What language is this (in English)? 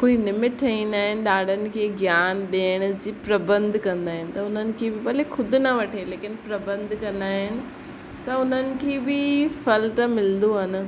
Sindhi